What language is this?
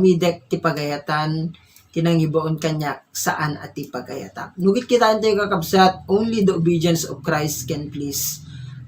Iloko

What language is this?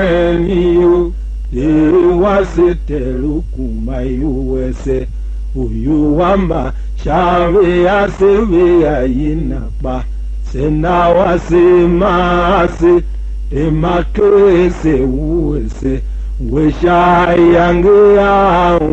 Tiv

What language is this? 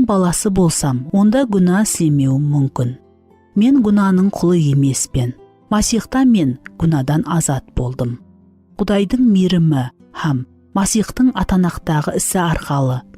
Kara-Kalpak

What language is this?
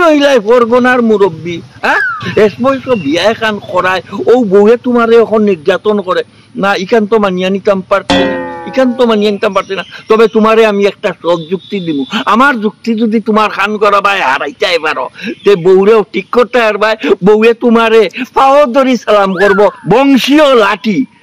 Sylheti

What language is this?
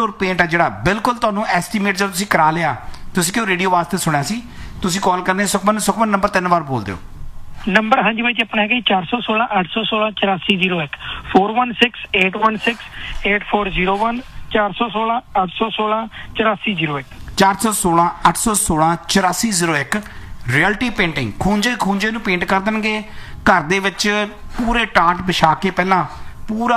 Punjabi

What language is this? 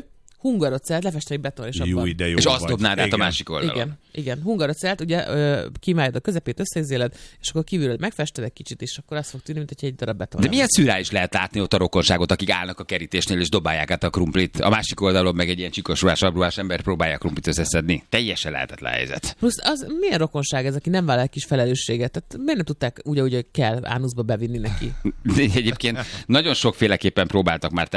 Hungarian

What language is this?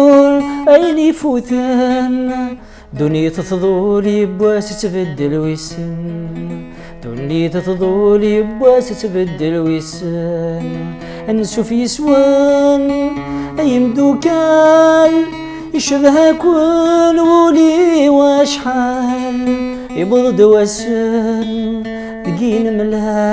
Kabyle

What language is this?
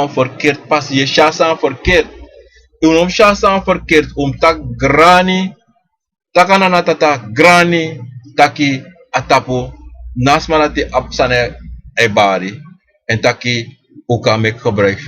Sranan Tongo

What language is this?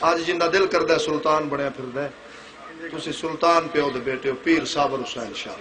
Saraiki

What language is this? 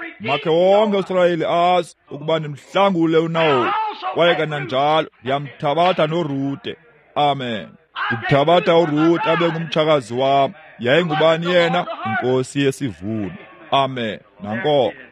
Xhosa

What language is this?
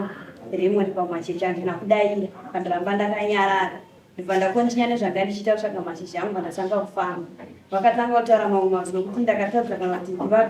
Shona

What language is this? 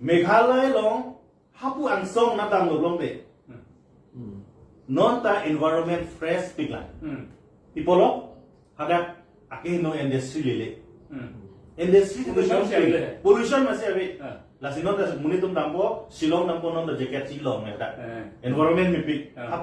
Karbi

